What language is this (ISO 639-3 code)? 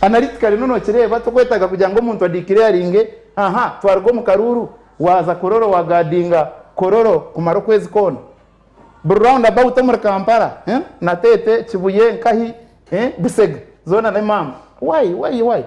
nyn